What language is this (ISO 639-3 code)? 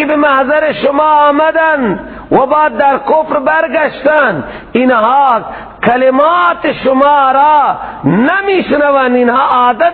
fas